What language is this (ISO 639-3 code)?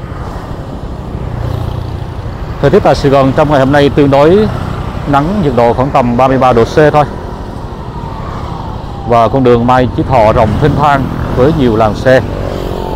vie